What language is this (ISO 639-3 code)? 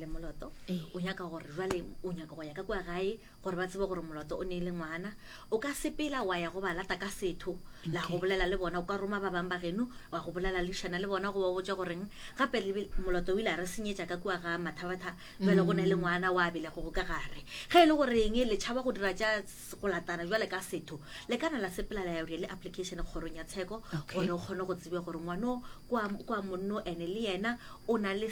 nso